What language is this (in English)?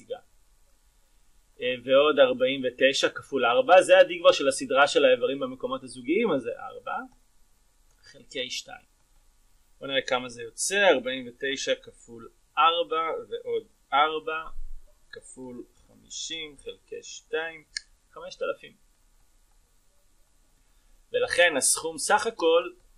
Hebrew